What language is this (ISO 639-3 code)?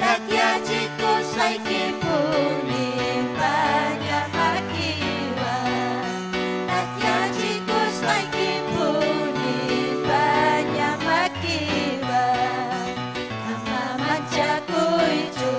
quy